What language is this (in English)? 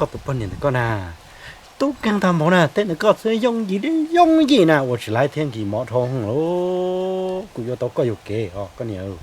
Hmong